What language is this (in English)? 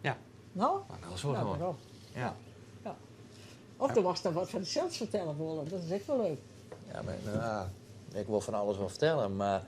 Western Frisian